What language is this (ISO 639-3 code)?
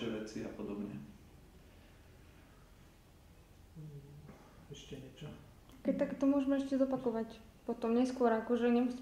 slk